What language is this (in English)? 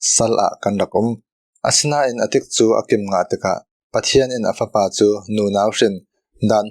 Falam Chin